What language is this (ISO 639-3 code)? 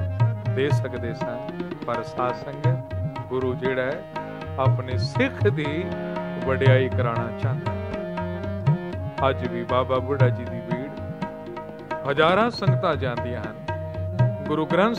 pan